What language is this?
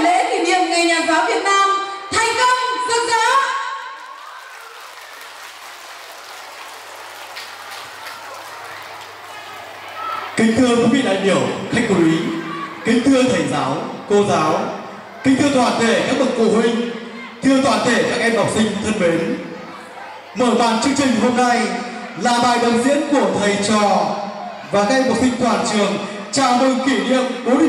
Vietnamese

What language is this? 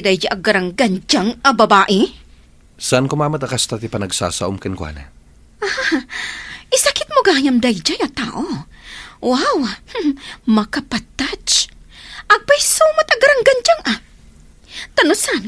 Iloko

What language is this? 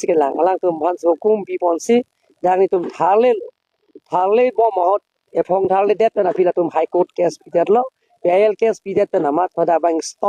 Karbi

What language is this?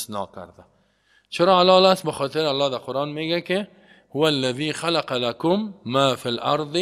Persian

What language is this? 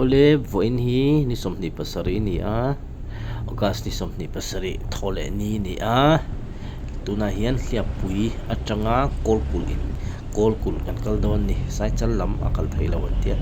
Mizo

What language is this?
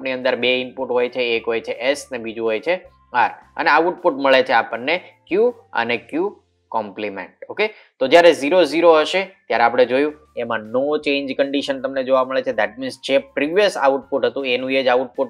Gujarati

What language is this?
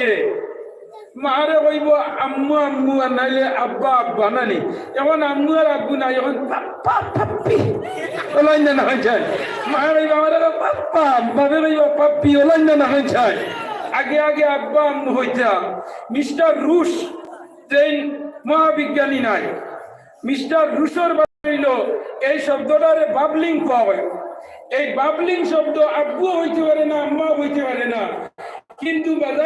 Sylheti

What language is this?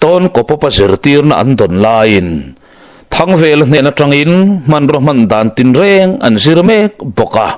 Mizo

